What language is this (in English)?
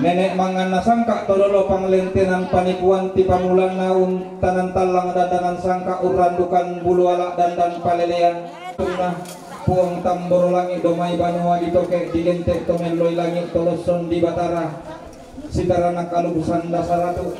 Toraja-Sa'dan